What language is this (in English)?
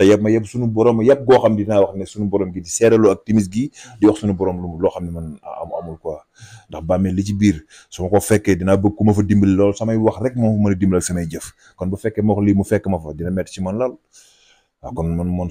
Wolof